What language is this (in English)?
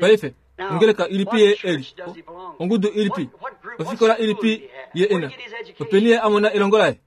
Kuanyama